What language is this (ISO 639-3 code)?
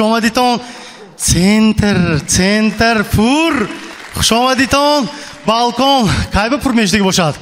tgk